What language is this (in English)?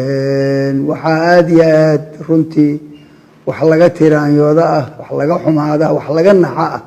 Somali